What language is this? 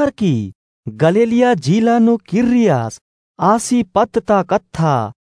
Kurukh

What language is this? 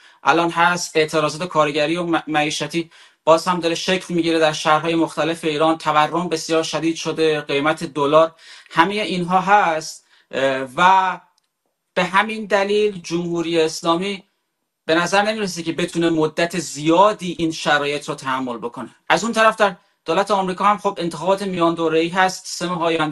Persian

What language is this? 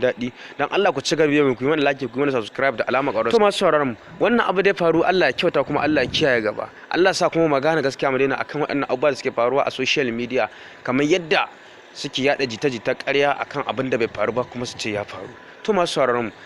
Hausa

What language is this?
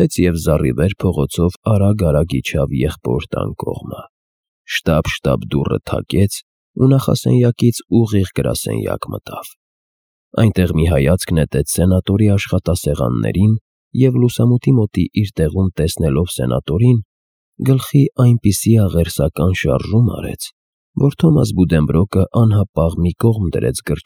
Armenian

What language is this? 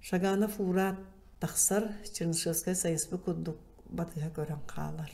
Yakut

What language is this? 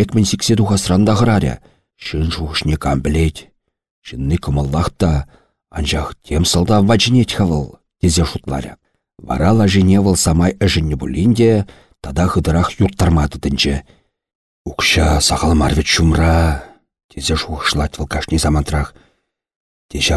Chuvash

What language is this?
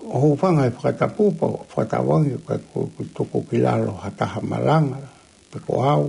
Tongan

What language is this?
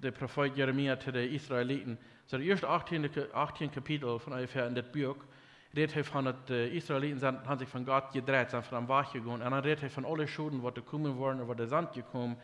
Plautdietsch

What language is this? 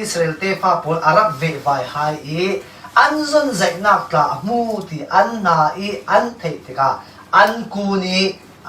Falam Chin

